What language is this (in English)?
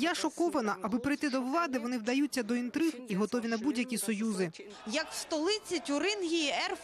Ukrainian